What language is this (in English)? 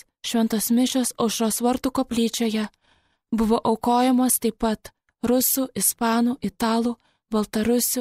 Lithuanian